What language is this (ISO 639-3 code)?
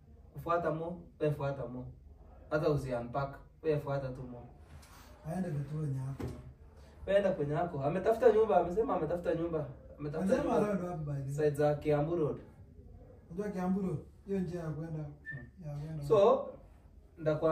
swa